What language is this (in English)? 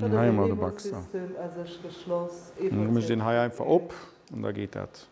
Luxembourgish